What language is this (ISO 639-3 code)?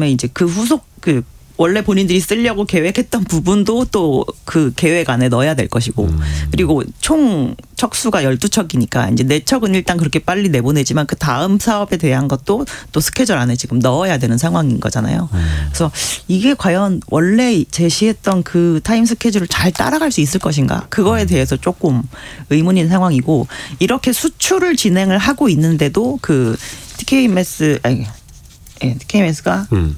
kor